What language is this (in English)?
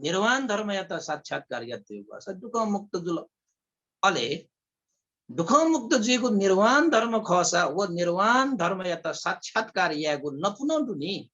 Newari